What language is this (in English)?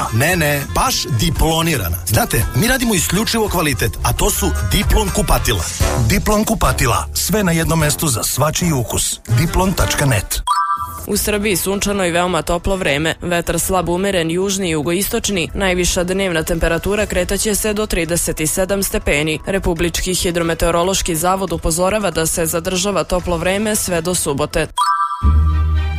Serbian